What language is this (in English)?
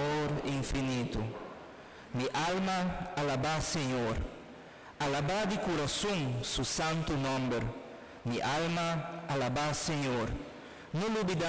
Papiamento